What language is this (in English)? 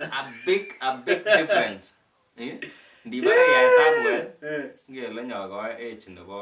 Kalenjin